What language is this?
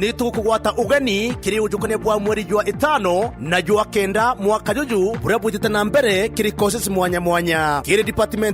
Meru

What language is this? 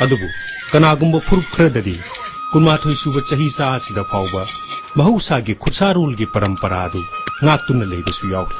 Manipuri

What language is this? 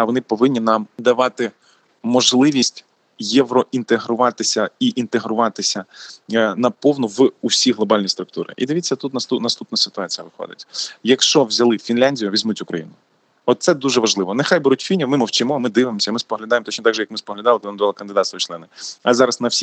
Ukrainian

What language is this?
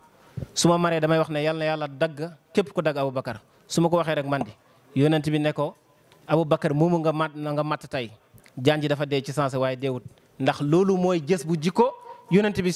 Wolof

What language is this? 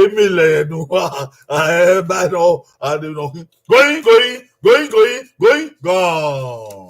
Bini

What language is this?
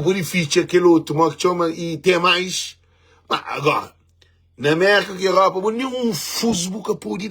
Kabuverdianu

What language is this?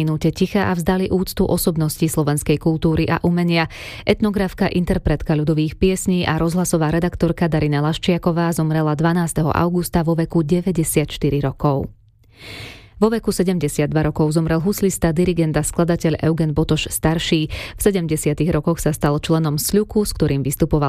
Slovak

